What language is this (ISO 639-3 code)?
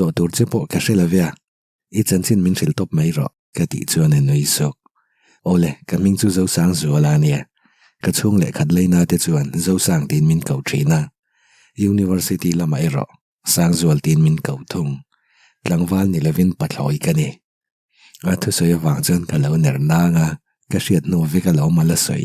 lus